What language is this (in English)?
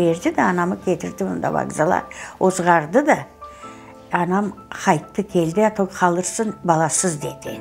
Crimean Tatar